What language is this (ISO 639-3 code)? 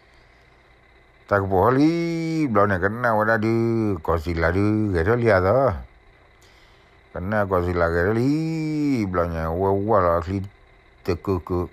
ksw